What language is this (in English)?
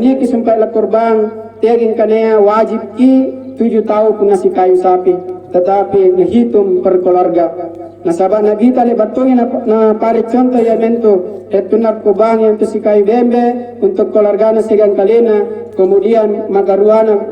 Makasar